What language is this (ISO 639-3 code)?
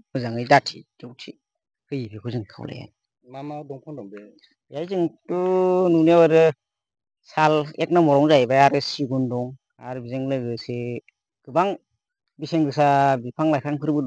brx